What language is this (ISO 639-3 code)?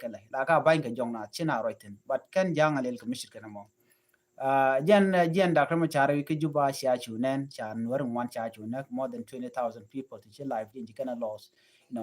nus